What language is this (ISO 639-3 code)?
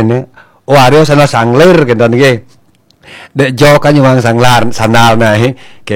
ban